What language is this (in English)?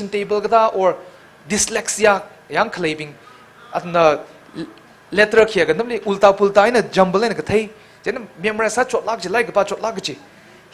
Tangkhul Naga (India)